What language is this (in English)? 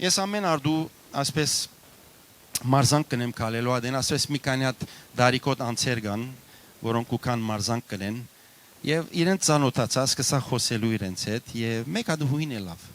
Western Armenian